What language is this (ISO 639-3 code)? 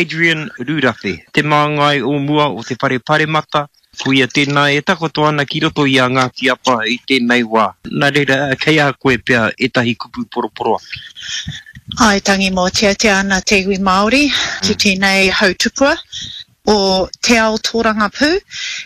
mri